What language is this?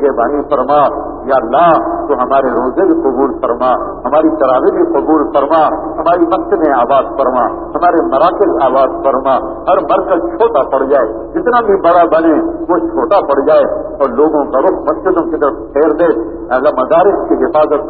Urdu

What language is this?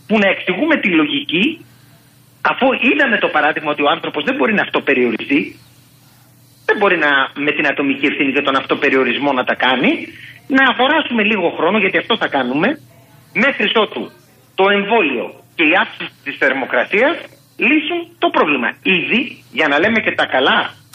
Greek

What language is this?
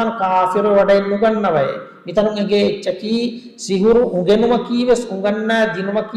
Divehi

